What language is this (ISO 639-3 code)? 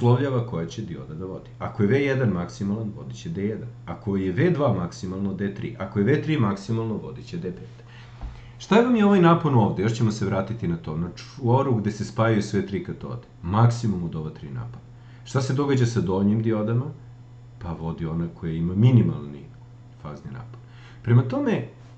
srp